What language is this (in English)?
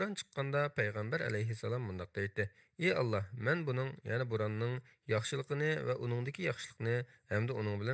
Uyghur